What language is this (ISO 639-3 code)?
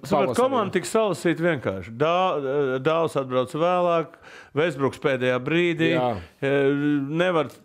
lav